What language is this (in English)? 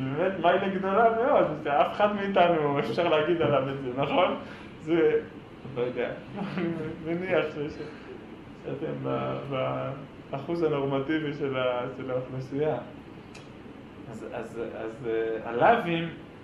Hebrew